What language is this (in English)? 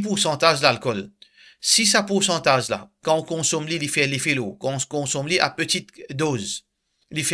Morisyen